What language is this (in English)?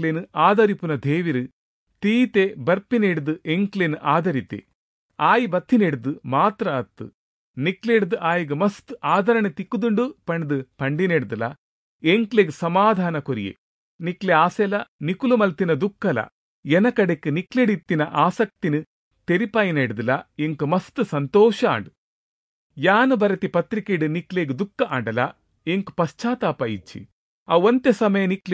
Tulu